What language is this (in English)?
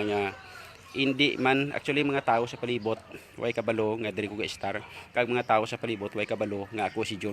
Hiligaynon